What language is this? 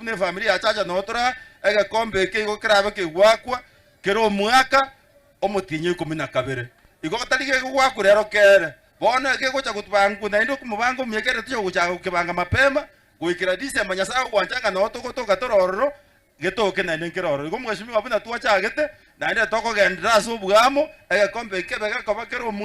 Gusii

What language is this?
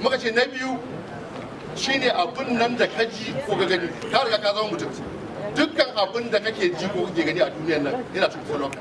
Hausa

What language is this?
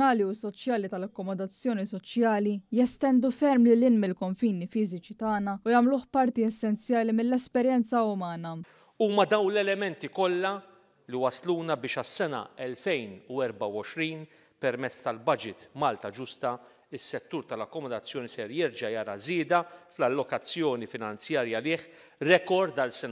Maltese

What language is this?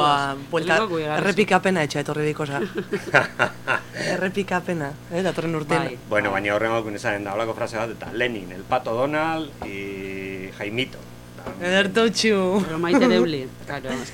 Basque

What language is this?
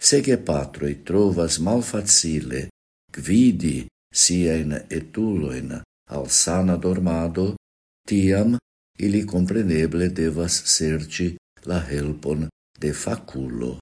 Esperanto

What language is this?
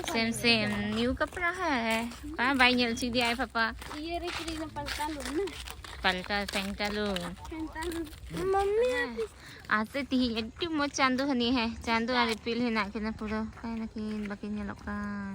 Santali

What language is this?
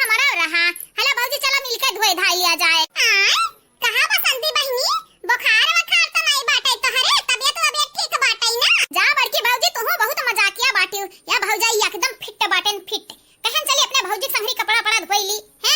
Awadhi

